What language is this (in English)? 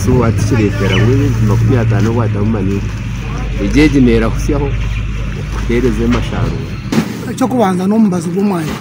Nyankole